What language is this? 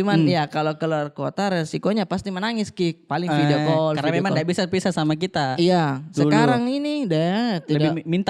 Makassar Malay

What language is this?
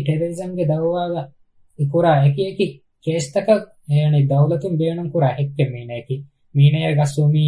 Divehi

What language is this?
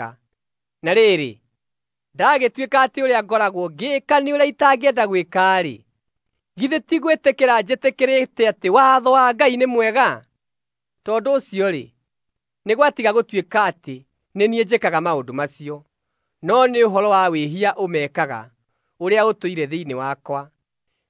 Kikuyu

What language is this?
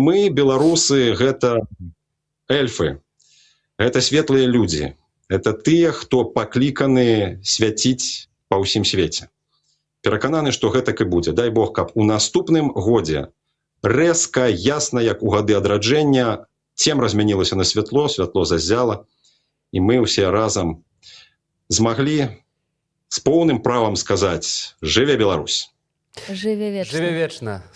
Belarusian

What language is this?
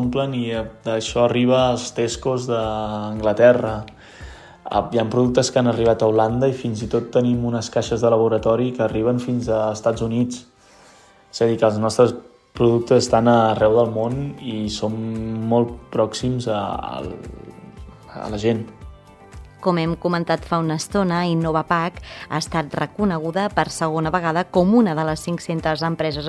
Catalan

